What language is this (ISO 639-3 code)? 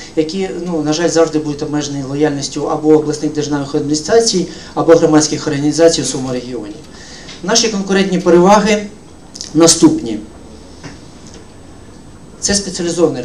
ukr